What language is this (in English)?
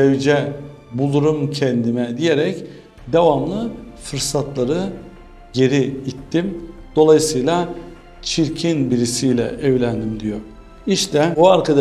Turkish